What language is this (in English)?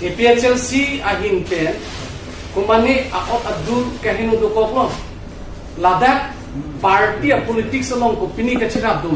Karbi